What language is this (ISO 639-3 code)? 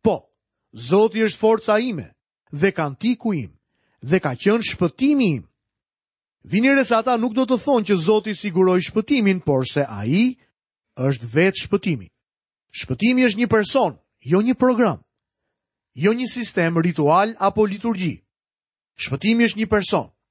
sqi